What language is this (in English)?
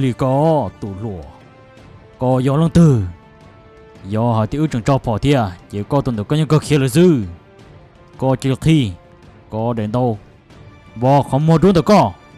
Vietnamese